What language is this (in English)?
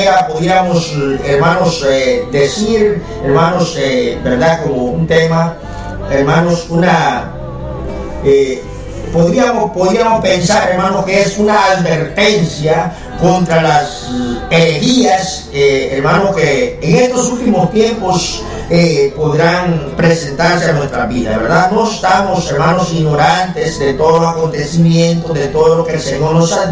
Spanish